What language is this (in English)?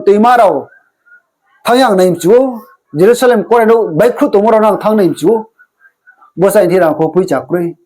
Riang (India)